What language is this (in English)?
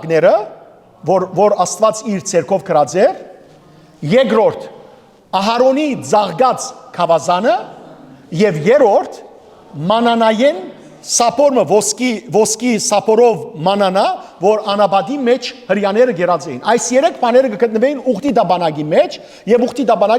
Western Armenian